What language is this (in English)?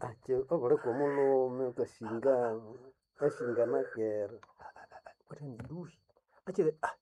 Nande